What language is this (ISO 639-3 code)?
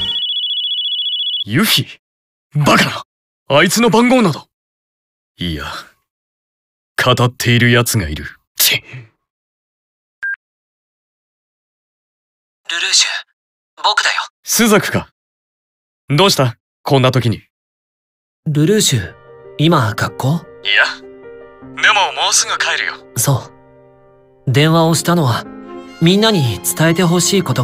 jpn